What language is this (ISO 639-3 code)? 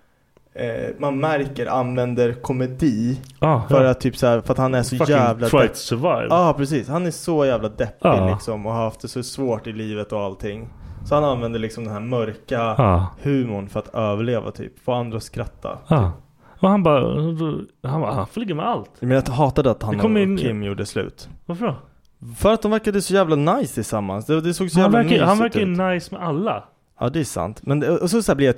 swe